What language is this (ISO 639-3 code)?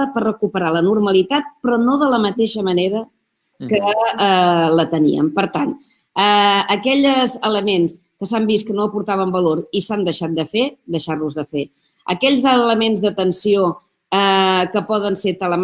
cat